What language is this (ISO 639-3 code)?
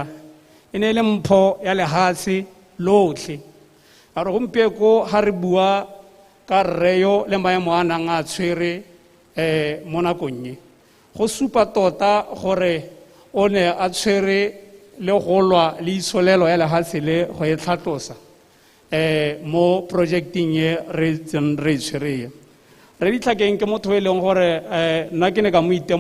tsn